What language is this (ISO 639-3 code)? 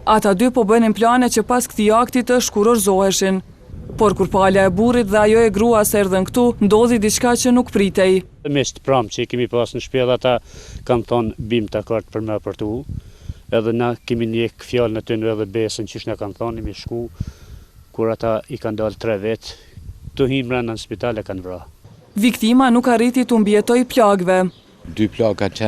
sqi